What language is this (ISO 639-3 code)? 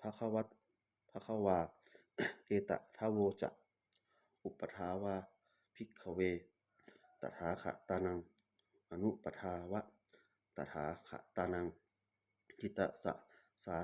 pli